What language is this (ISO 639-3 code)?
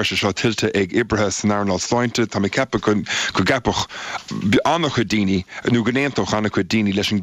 gle